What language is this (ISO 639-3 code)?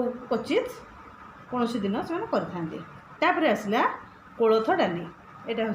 ori